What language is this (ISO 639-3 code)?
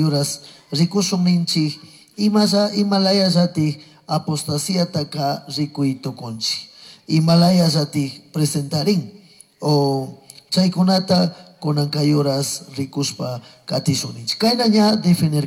qug